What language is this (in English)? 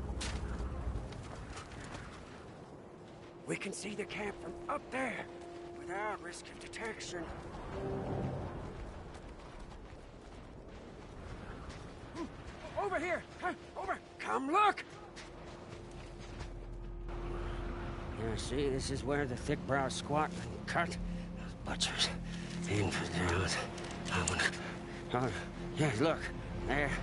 English